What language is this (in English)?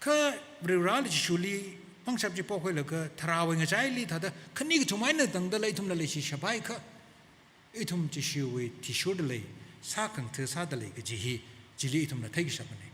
Tangkhul Naga (India)